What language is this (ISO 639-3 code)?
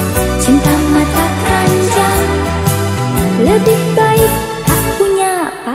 ind